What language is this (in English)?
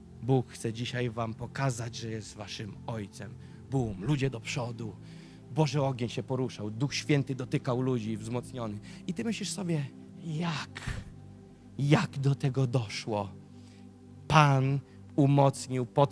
Polish